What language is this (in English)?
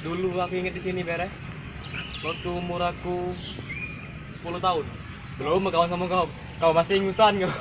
Musi